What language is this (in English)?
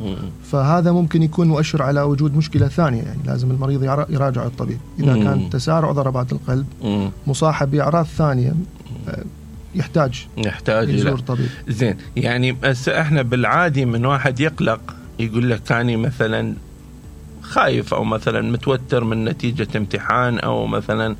Mesopotamian Arabic